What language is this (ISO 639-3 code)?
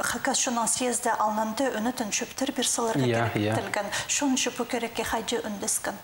kjh